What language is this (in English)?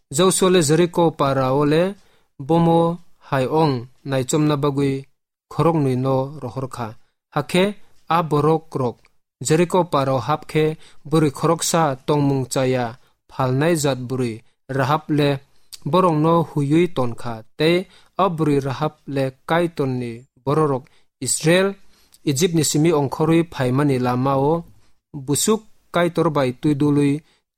Kok Borok